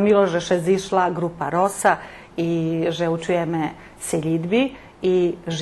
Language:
Rusyn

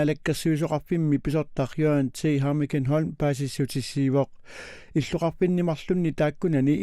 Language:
Kalaallisut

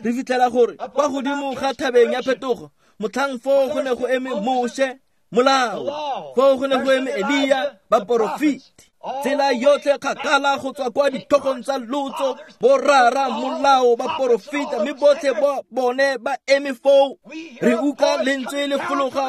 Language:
Tswana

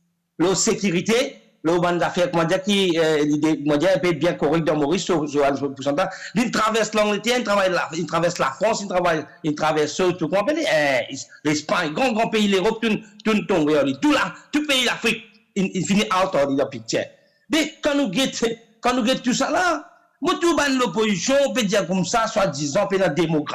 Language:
Morisyen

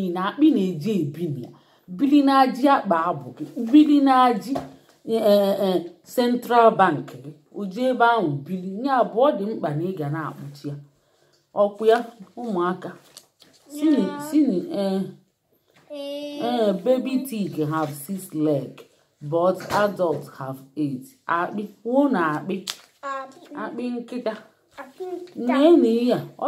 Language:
Igbo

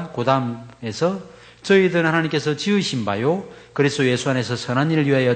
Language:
Korean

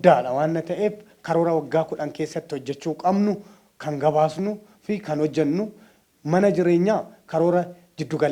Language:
Oromo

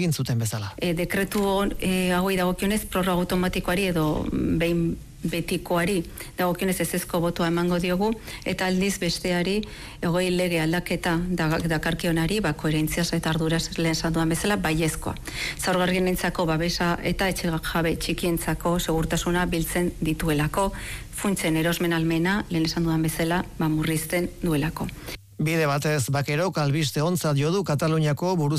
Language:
Basque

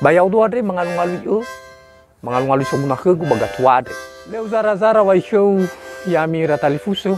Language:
Nias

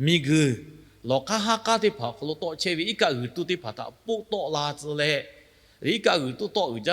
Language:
Lahu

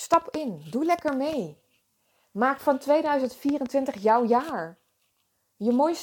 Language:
Dutch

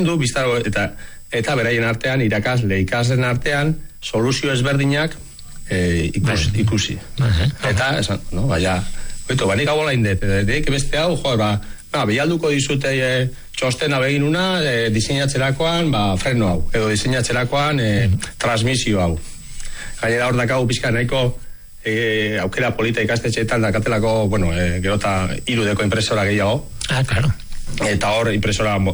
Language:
Basque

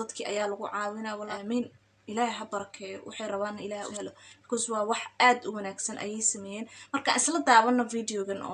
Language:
Somali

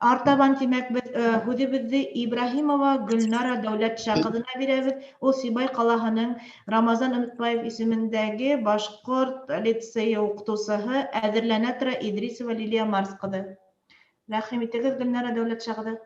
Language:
Bashkir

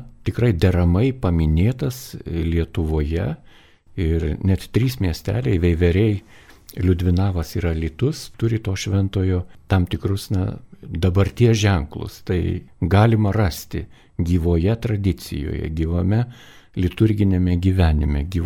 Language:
Lithuanian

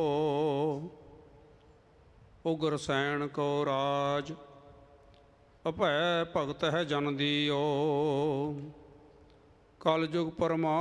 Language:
Punjabi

